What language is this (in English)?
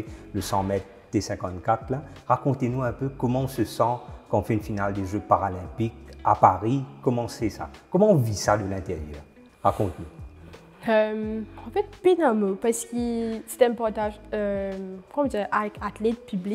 Morisyen